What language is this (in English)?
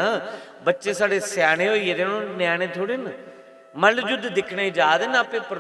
Dogri